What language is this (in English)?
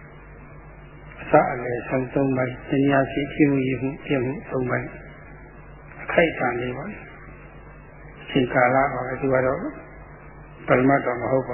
Burmese